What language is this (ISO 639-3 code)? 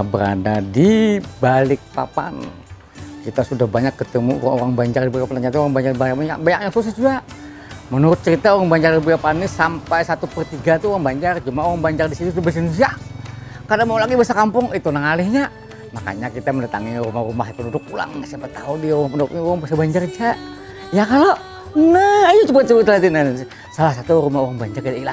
bjn